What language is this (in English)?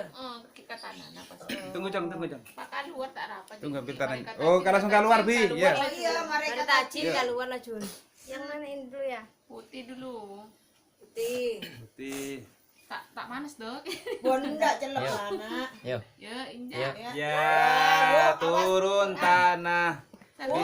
Madurese